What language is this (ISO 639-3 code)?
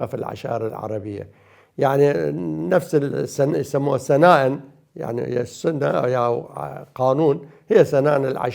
acm